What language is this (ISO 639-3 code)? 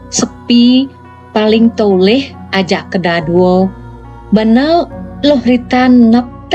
ban